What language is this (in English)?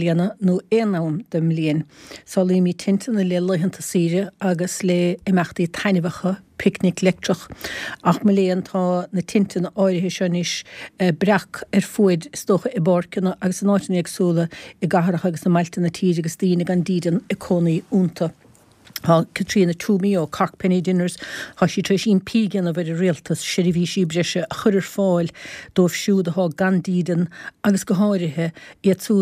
Irish